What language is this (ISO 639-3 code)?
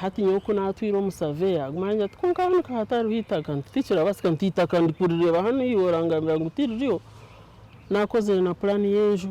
nyn